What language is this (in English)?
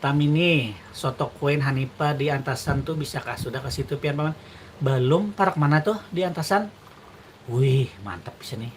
Banjar